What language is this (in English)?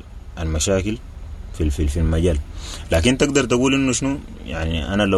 Sudanese Arabic